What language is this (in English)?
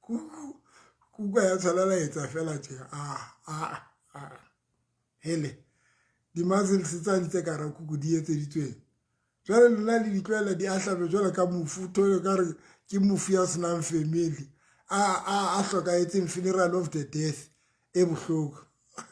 Southern Sotho